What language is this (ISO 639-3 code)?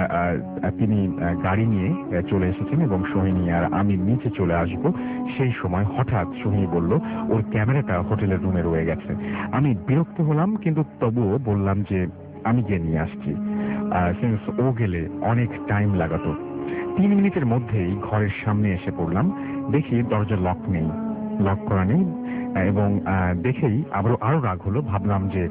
ben